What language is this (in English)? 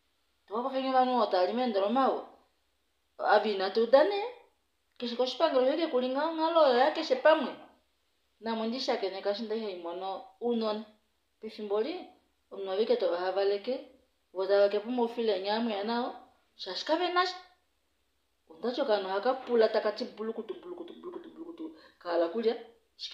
Swahili